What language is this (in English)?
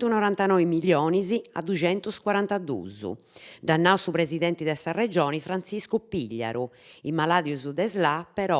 Sardinian